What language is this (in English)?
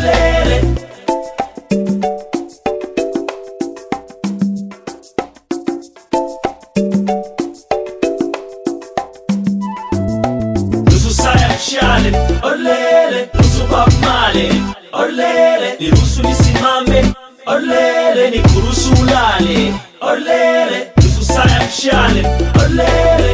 Swahili